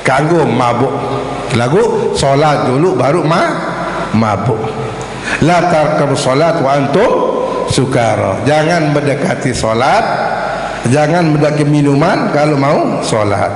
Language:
Sasak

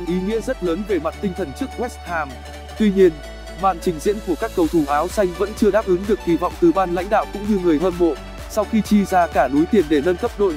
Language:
Vietnamese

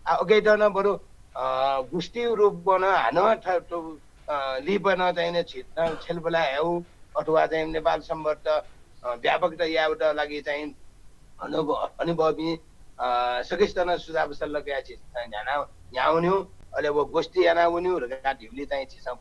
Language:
Newari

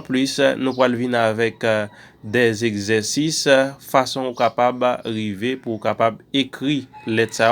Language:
Haitian Creole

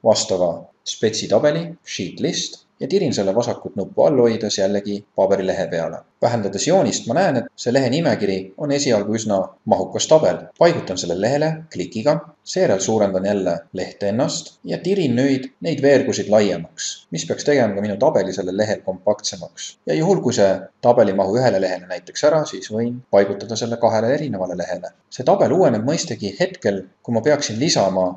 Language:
Estonian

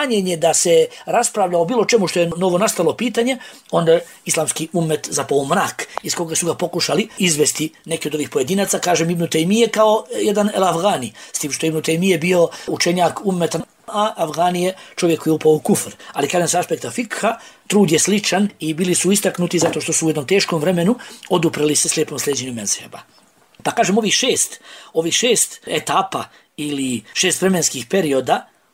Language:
Bosnian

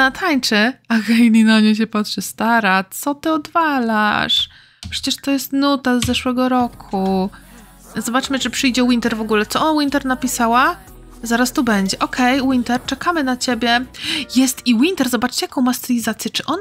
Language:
Polish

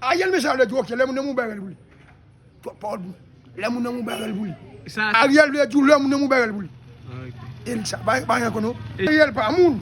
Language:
Haitian Creole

